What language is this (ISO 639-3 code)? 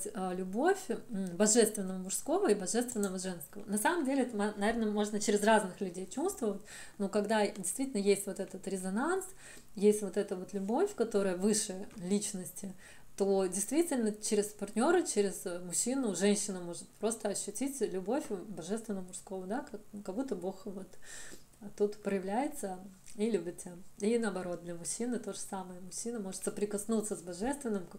rus